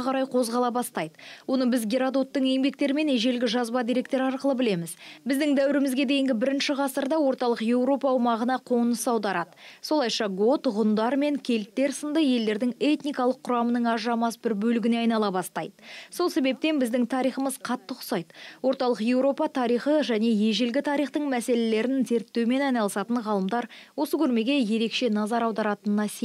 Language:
Kazakh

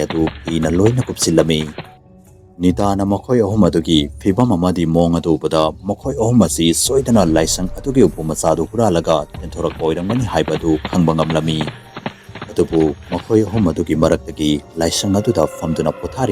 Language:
Manipuri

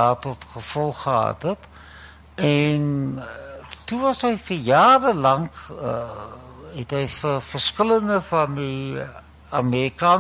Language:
Afrikaans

